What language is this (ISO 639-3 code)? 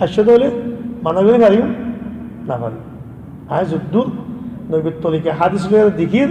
rhg